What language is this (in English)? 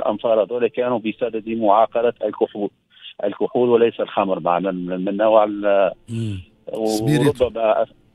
Tunisian Arabic